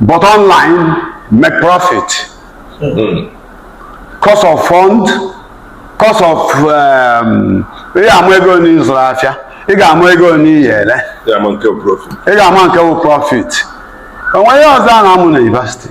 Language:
Igbo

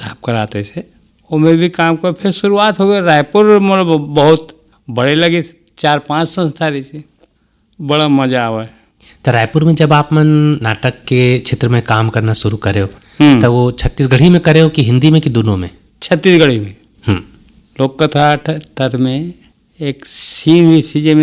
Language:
Chhattisgarhi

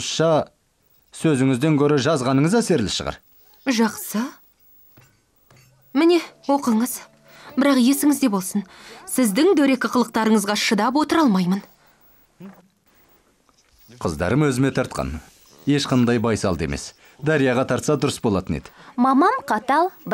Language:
Kazakh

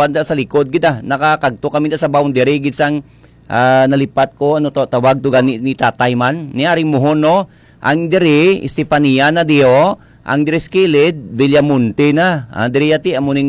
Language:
Hiligaynon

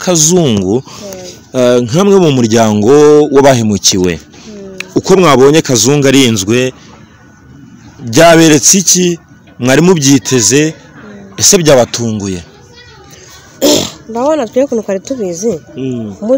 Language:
Kinyarwanda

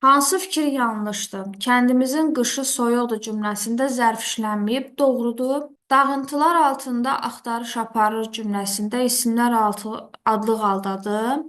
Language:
Azerbaijani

